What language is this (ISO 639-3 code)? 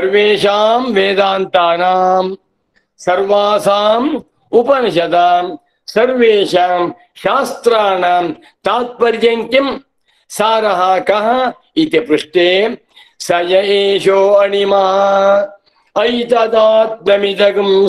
san